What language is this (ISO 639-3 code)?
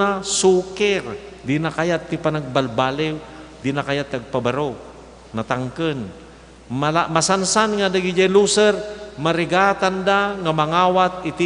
ilo